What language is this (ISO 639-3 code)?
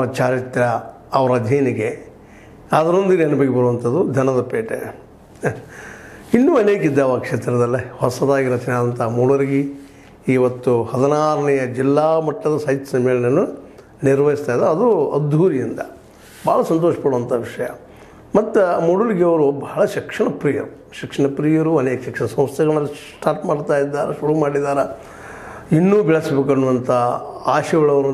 kan